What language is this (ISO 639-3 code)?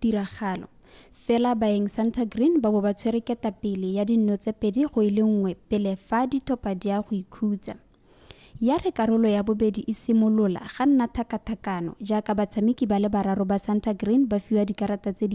tsn